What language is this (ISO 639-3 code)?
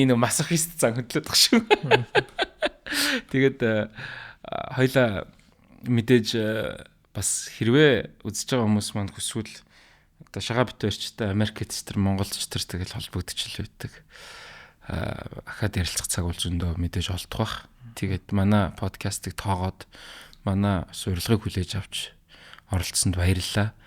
mon